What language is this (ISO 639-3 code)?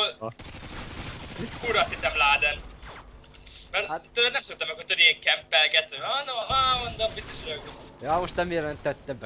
hun